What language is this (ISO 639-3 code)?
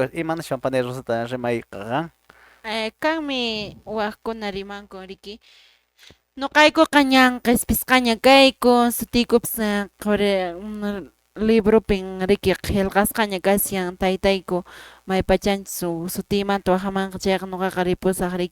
que